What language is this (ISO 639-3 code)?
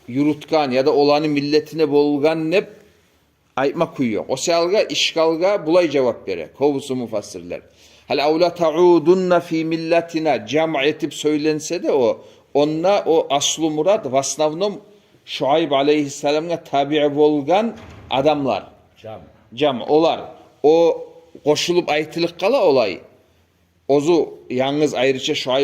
kum